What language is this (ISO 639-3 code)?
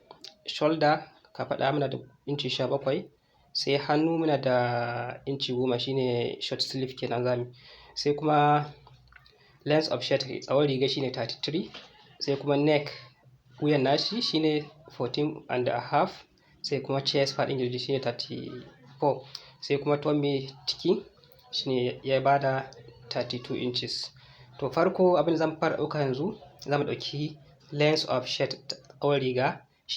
hau